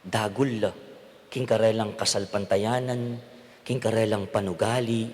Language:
Pampanga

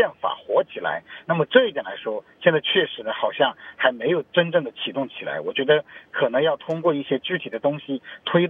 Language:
Chinese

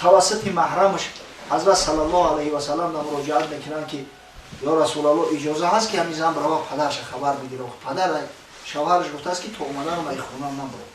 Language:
Tajik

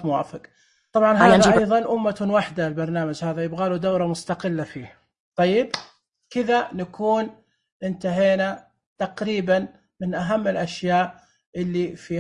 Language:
Najdi Arabic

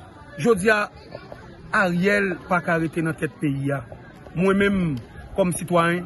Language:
Haitian Creole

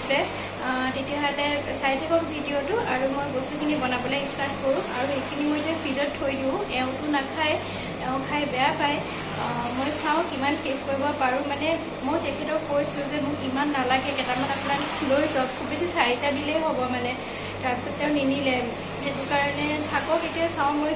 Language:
Assamese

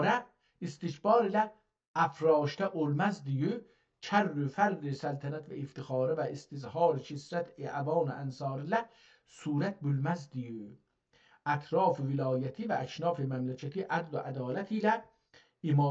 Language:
South Azerbaijani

